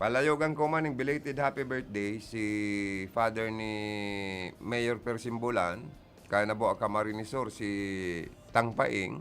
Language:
Bikol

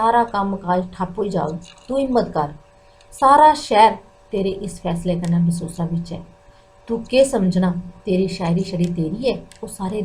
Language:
Dogri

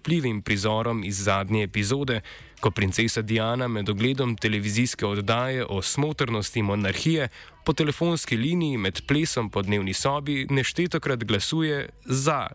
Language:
Slovenian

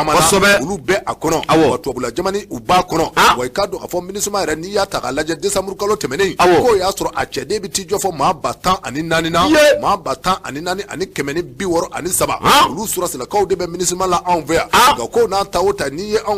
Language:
Bambara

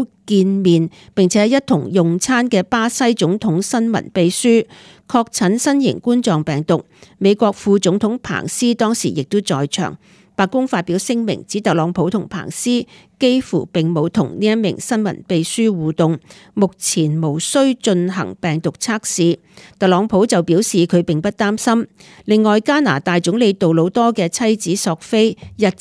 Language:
Cantonese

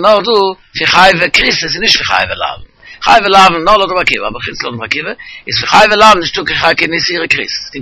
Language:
Yiddish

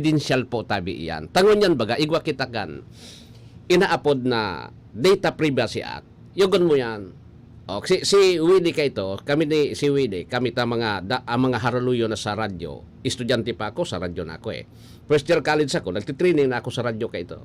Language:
Bikol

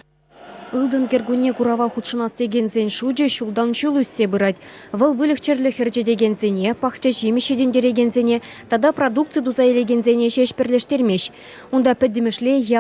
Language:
Chuvash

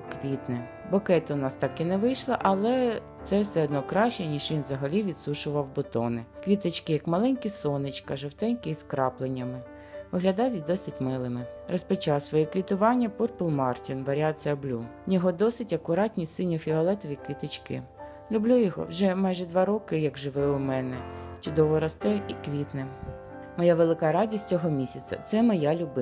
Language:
Ukrainian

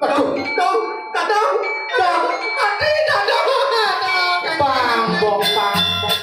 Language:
Balinese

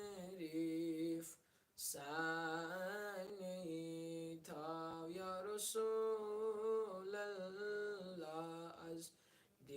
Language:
Kashmiri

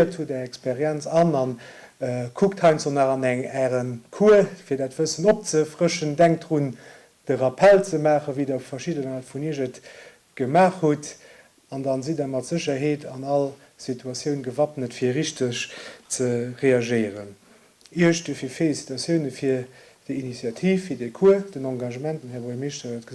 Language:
Luxembourgish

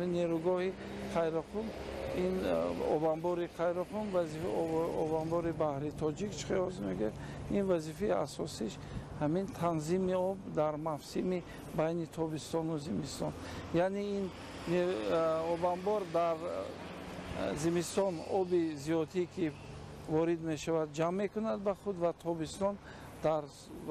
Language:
Tajik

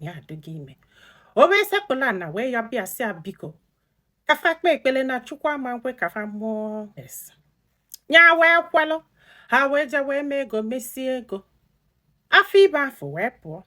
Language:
Igbo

